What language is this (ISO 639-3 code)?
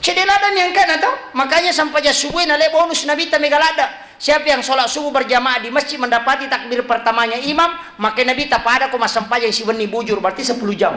bug